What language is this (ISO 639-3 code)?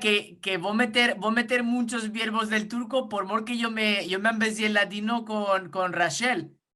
lad